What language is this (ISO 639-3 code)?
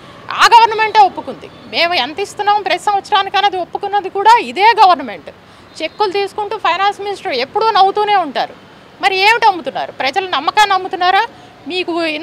tel